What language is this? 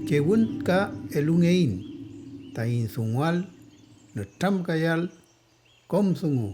Mapuche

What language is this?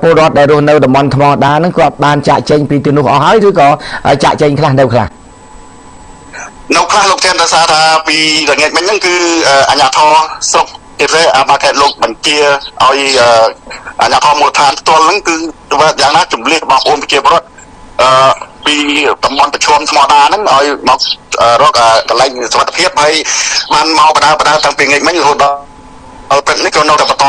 Khmer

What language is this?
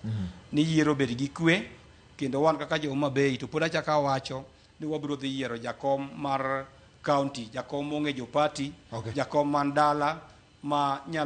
Luo (Kenya and Tanzania)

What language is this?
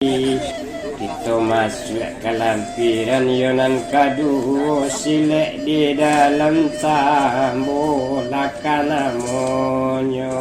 Minangkabau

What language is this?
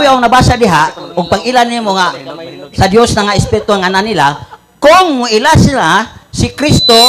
Cebuano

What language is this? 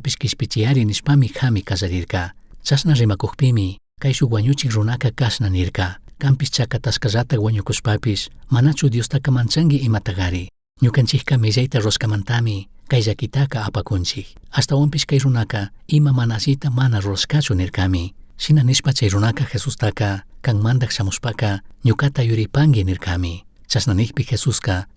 Chimborazo Highland Quichua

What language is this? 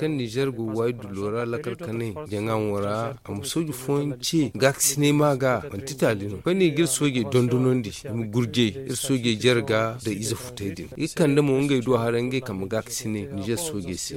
Zarma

